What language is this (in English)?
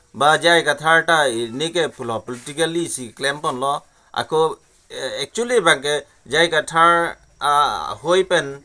Karbi